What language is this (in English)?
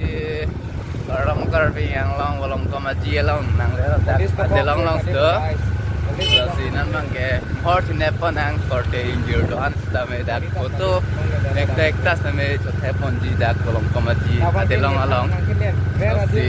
Karbi